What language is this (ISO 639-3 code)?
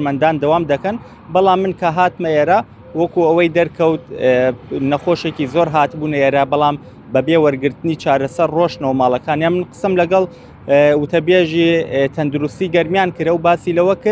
ckb